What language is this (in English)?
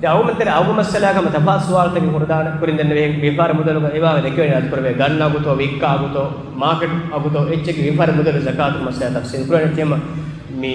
Divehi